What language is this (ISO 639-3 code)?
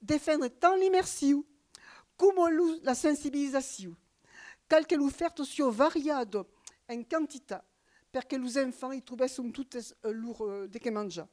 oci